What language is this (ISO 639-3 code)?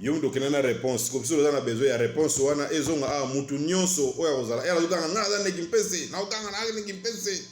lin